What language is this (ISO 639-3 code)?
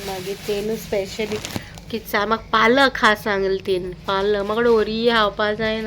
kok